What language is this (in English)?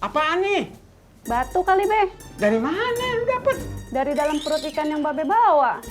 Betawi